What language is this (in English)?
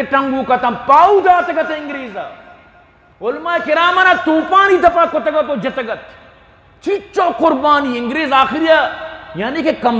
Eastern Balochi